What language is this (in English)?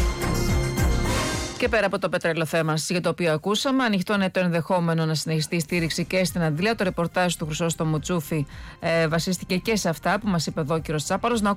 Greek